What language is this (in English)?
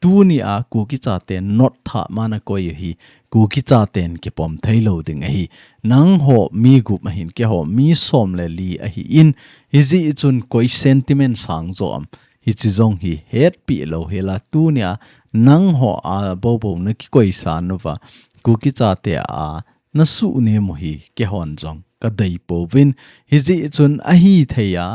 Thado Chin